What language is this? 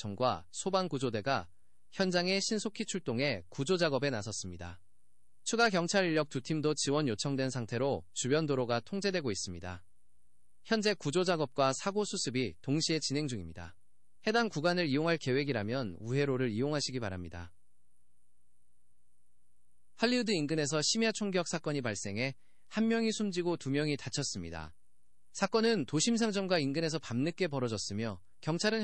Korean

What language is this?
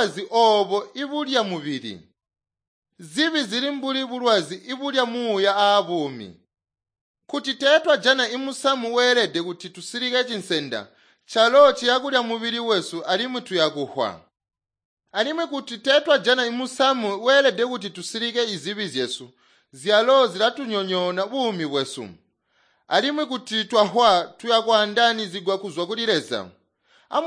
Tonga (Zambia)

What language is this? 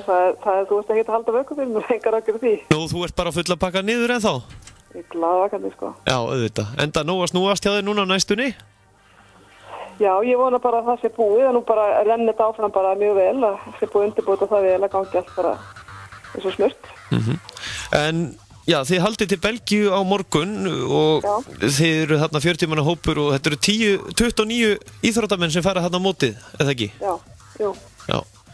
Icelandic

